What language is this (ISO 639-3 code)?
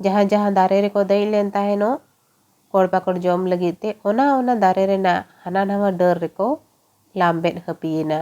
sat